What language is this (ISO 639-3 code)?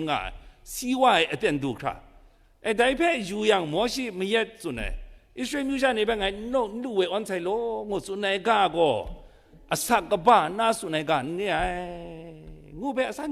kac